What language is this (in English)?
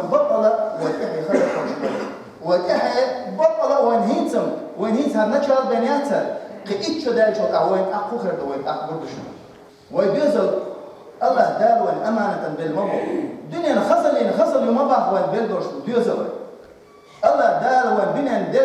Chechen